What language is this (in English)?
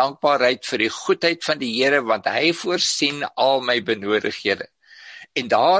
Afrikaans